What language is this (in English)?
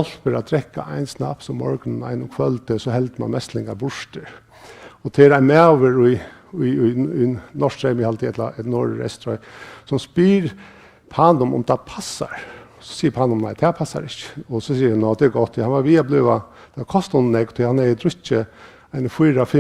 Faroese